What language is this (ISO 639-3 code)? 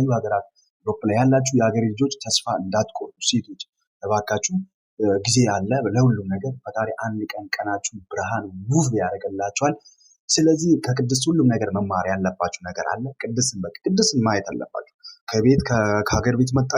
amh